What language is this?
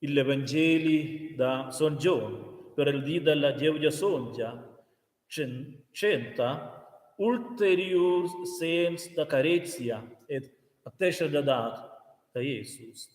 Romansh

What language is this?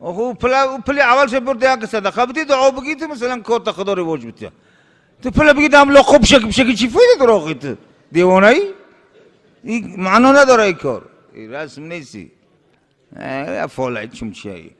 Tajik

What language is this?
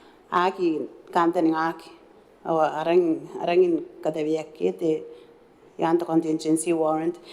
Gilbertese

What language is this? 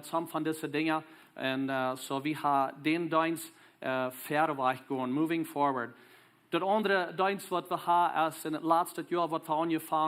Plautdietsch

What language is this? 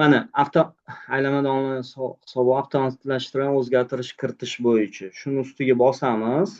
Uzbek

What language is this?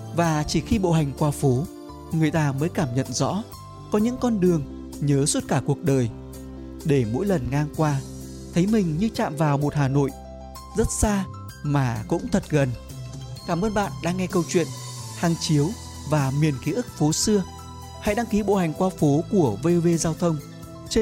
Vietnamese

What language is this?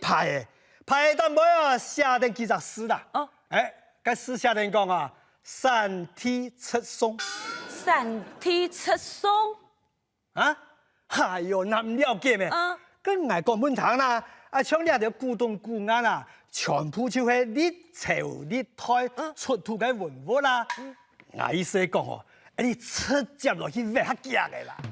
Hakka Chinese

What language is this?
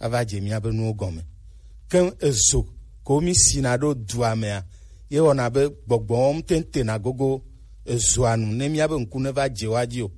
Gen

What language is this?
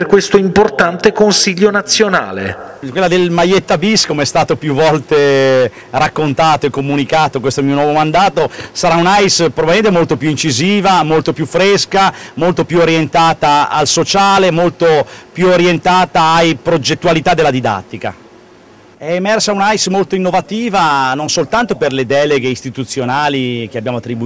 Italian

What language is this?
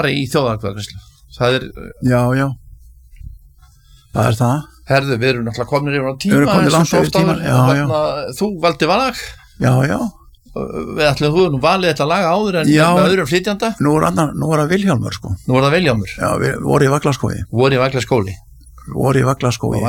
Icelandic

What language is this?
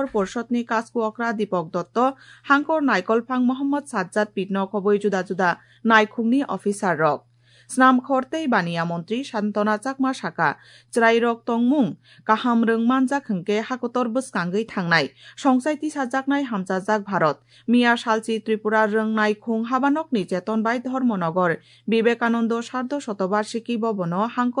Kok Borok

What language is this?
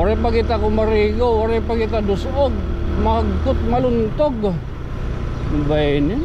Waray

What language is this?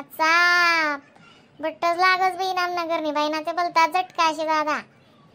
Khandesi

